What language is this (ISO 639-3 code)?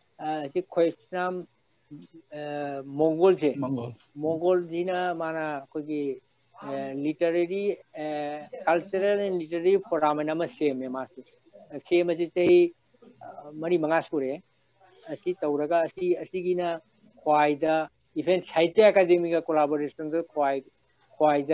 mni